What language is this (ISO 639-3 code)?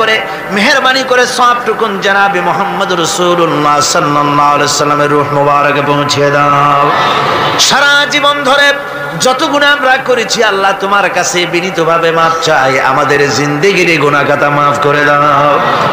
ben